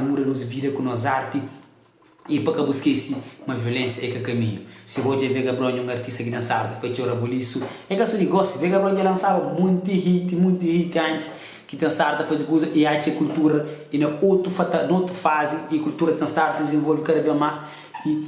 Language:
Kabuverdianu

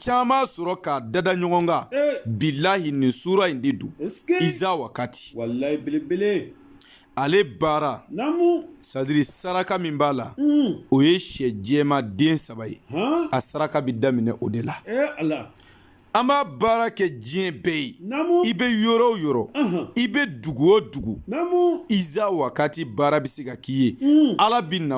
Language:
Bambara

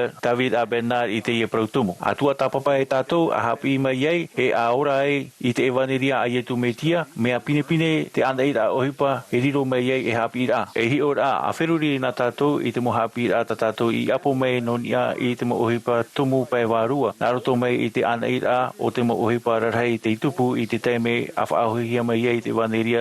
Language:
Tahitian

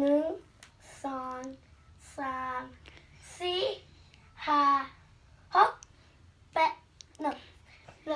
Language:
Lao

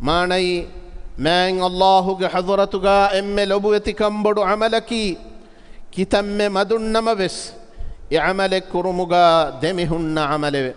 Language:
Divehi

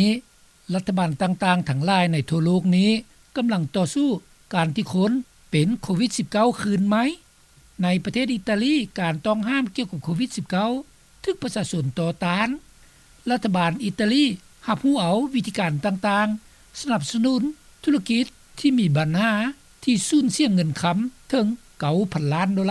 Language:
Lao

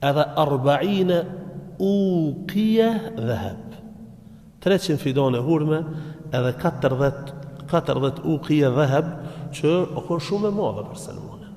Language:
Albanian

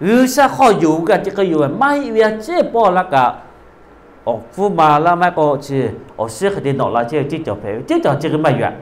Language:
Lahu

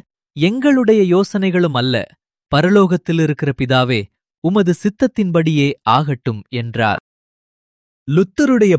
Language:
Tamil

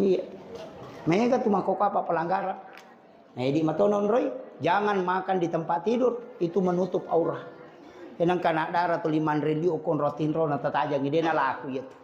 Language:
Buginese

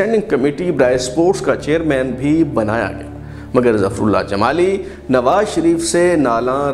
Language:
Urdu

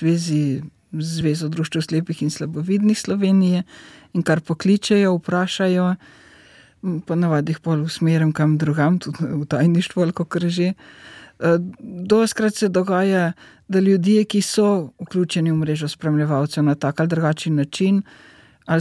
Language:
Slovenian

